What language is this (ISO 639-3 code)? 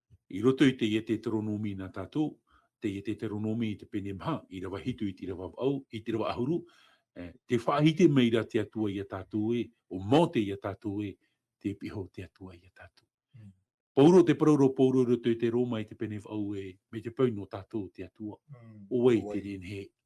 tah